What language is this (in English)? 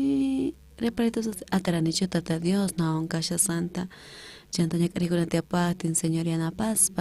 South Bolivian Quechua